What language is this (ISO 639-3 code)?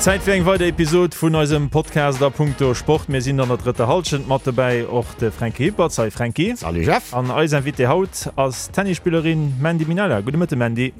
ltz